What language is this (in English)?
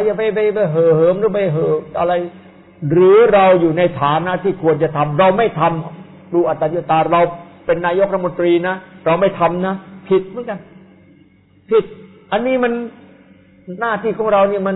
Thai